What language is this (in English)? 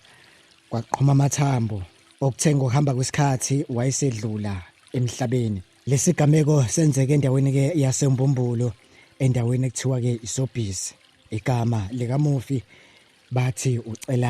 Zulu